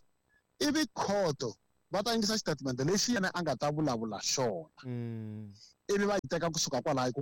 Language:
Tsonga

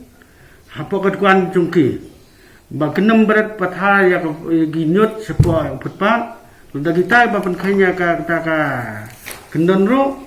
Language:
Khasi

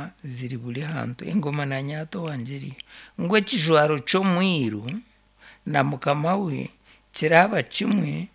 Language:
Nyankole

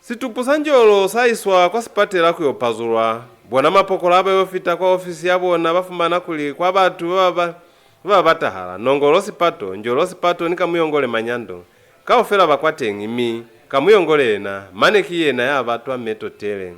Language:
Lozi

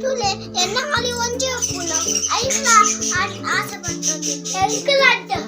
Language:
Tulu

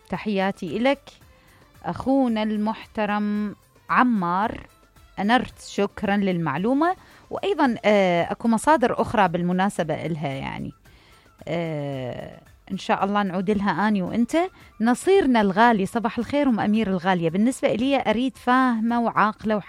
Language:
Mesopotamian Arabic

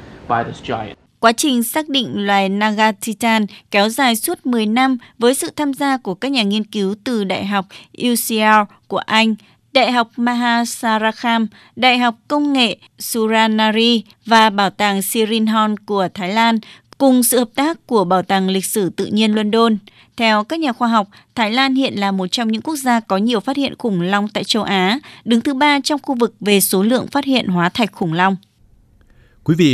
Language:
Vietnamese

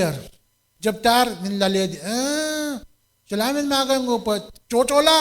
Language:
Pohnpeian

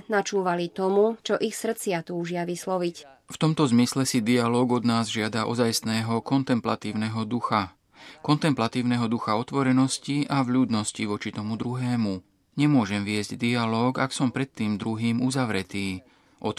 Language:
Slovak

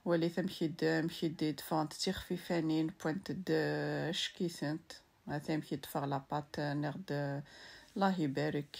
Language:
Kabyle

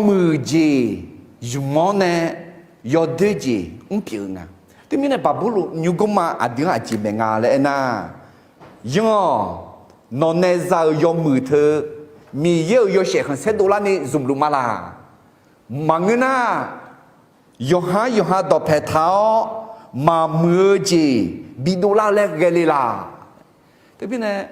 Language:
Akha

